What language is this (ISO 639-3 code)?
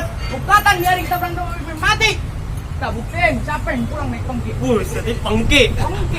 bew